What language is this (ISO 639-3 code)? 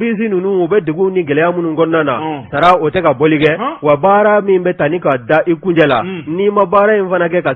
bam